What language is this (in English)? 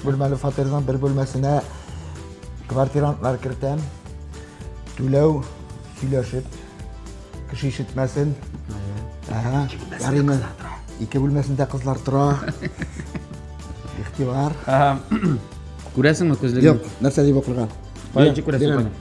Tatar